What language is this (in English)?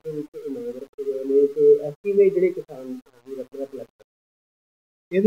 Punjabi